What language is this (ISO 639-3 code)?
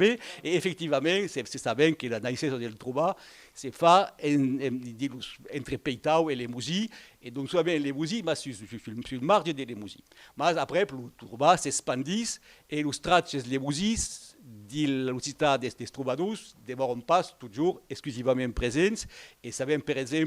oci